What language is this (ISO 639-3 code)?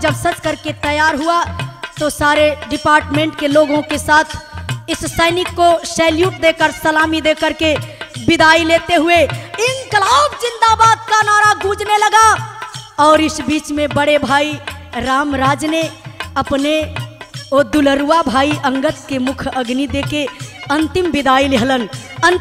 bho